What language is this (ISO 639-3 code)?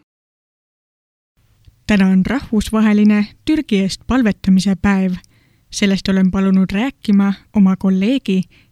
est